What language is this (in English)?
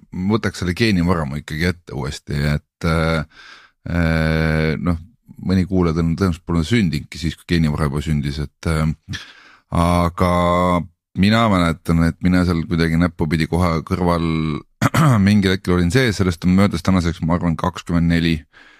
Estonian